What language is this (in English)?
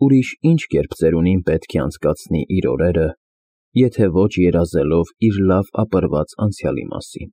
Armenian